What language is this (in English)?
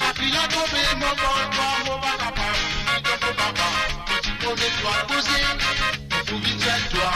Morisyen